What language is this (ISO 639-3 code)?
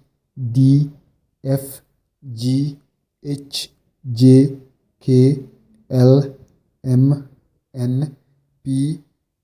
ful